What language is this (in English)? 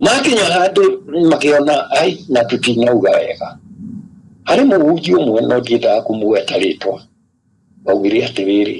Kikuyu